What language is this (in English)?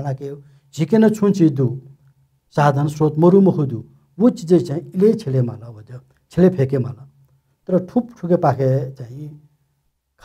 Newari